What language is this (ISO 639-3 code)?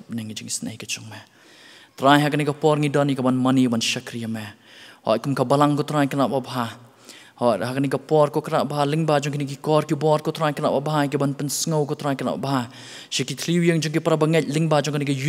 kha